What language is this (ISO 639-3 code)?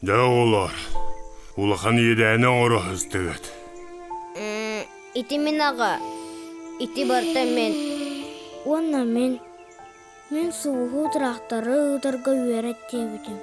sah